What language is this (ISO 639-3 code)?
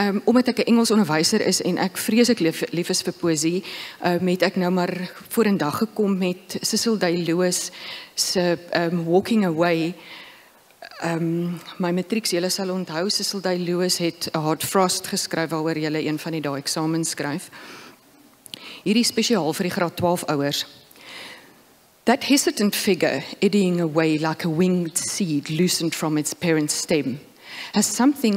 afr